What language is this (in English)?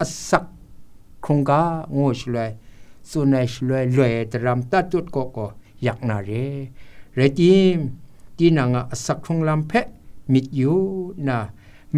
Kachin